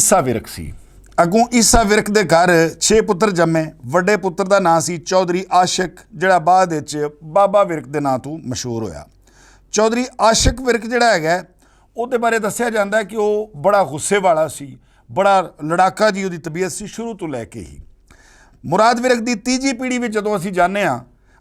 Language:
Western Panjabi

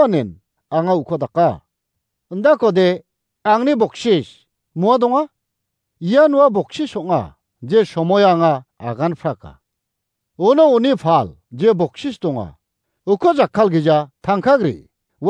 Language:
Garo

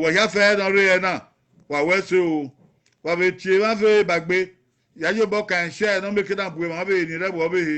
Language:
Bini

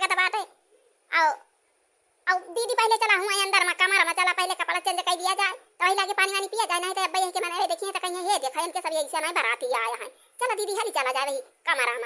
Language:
Awadhi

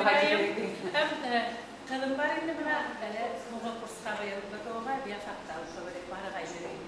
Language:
Bashkir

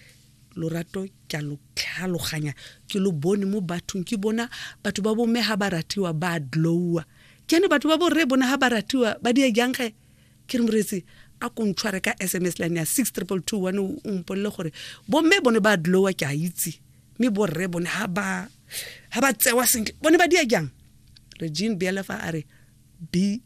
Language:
Tswana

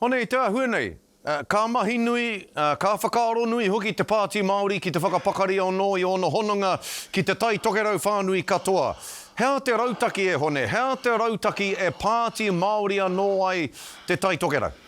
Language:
Māori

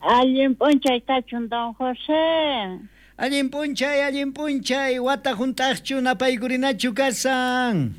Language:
South Bolivian Quechua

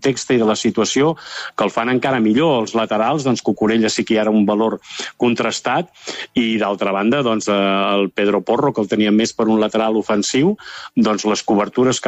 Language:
Catalan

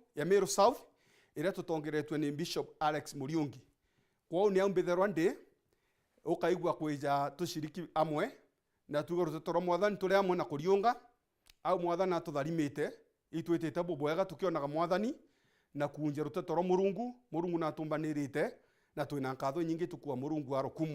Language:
Meru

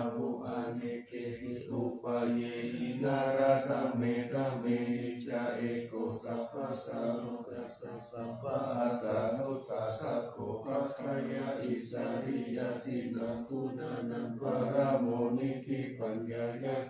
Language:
Pali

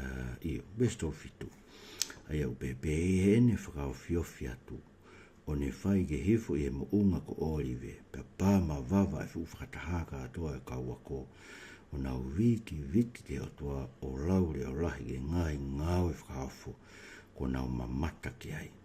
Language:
Tongan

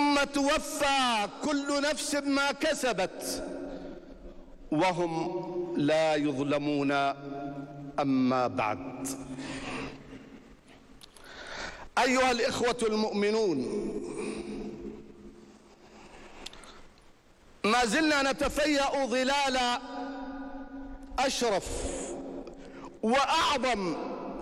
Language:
Arabic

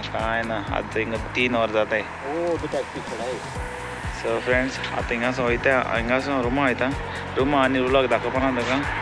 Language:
Konkani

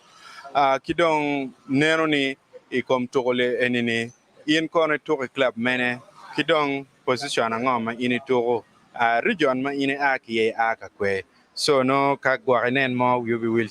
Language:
Acoli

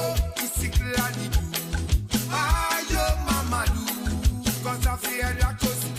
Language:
Morisyen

